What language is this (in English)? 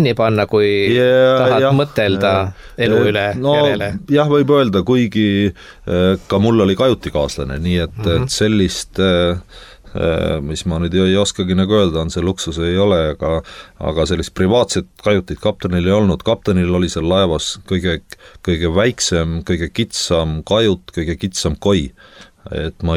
Estonian